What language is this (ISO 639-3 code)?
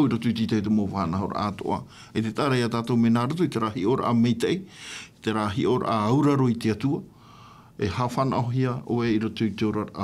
tah